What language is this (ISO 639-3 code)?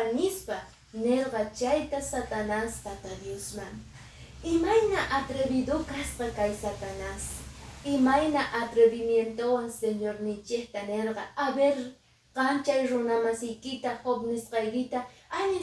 que